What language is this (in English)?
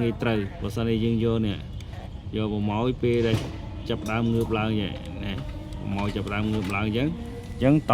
Khmer